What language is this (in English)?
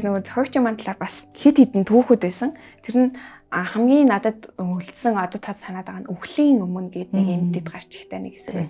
Mongolian